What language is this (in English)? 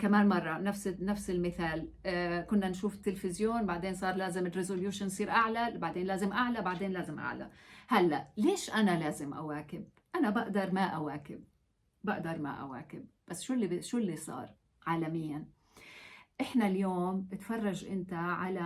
North Levantine Arabic